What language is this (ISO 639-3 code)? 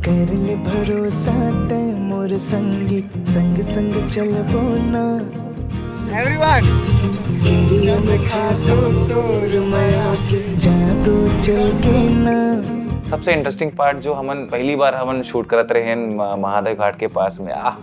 hne